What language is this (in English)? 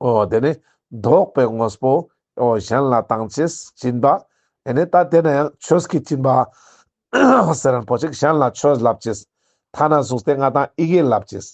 Ladakhi